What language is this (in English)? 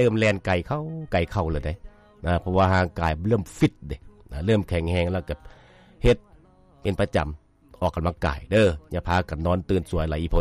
Lao